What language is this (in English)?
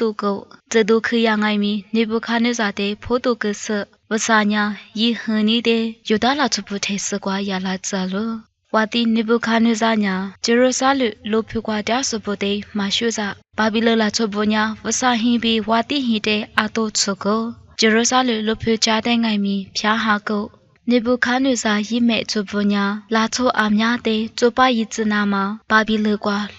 Lisu